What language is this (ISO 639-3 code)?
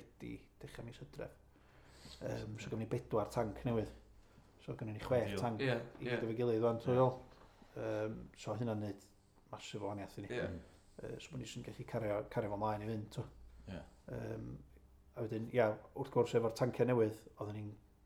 cym